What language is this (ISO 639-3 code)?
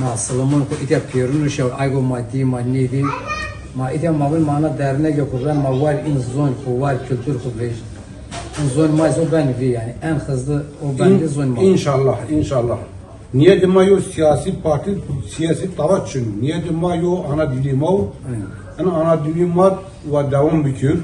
zza